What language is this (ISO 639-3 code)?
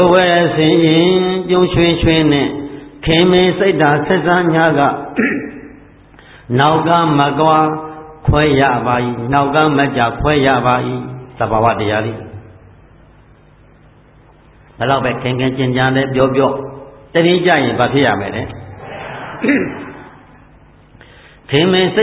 mya